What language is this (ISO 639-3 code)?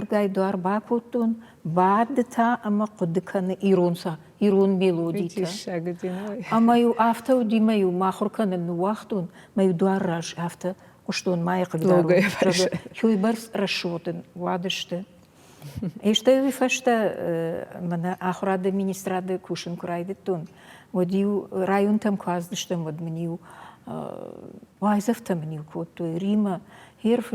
oss